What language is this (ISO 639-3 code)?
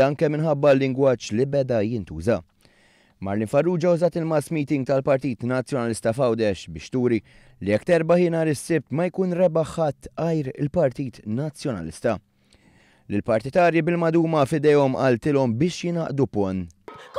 mlt